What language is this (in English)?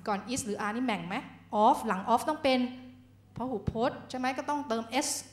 Thai